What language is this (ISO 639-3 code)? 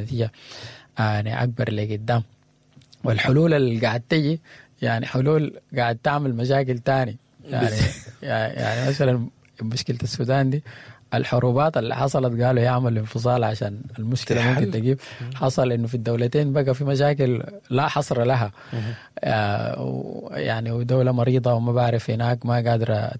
apd